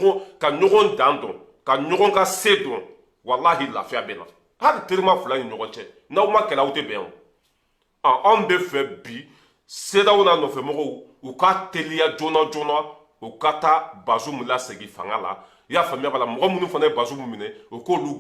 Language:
Bambara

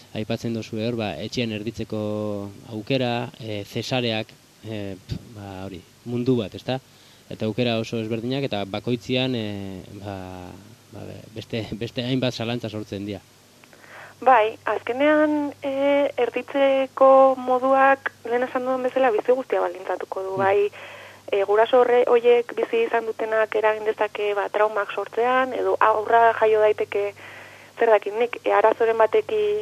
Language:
Basque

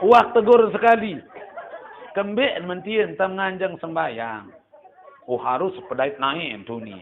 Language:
Sasak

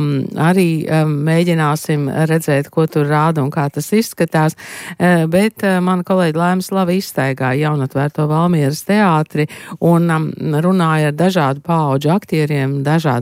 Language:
Latvian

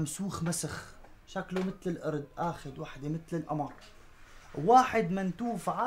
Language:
North Levantine Arabic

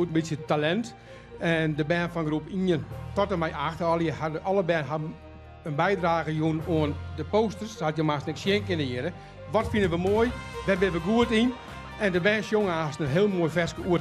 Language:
Western Frisian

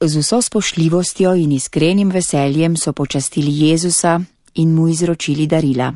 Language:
Slovenian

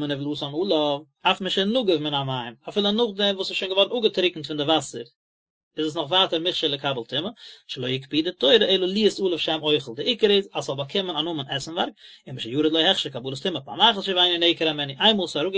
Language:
Yiddish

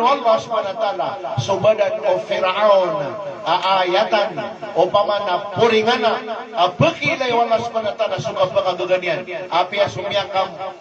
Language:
Maranao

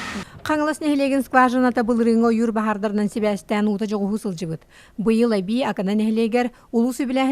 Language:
Yakut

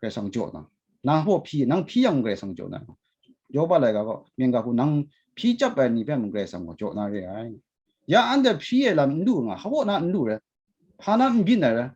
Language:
Kachin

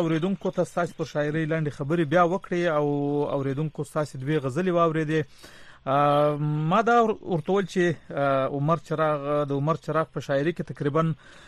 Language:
Pashto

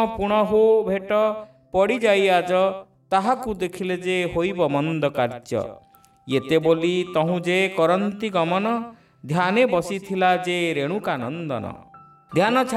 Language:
Odia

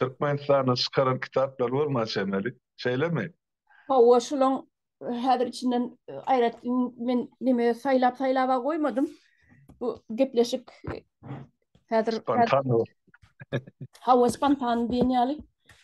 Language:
Turkmen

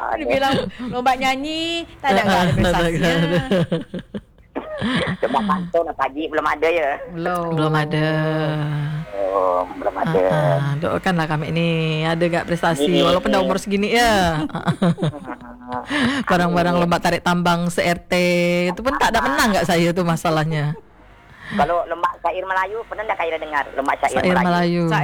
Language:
Malay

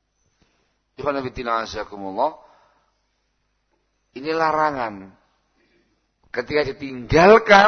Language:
Indonesian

